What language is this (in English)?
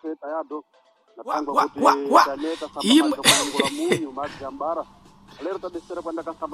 Sena